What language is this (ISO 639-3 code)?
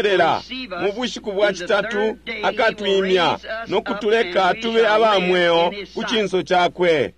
bem